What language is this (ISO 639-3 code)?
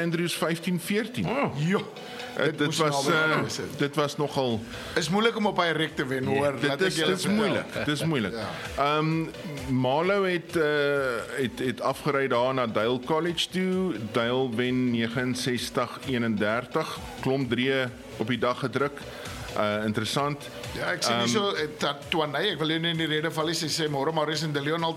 afr